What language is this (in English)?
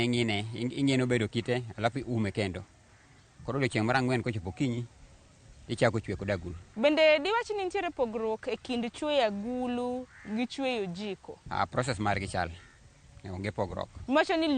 Luo (Kenya and Tanzania)